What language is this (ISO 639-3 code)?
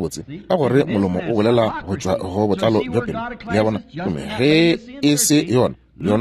nso